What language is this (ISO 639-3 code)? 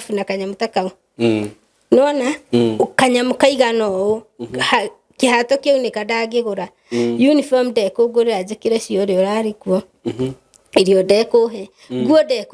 kik